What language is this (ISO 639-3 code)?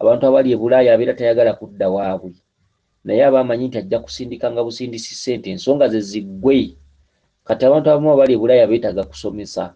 lug